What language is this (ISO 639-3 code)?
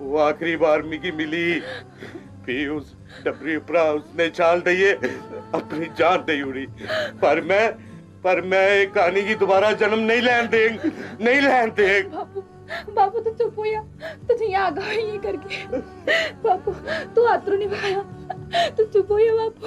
doi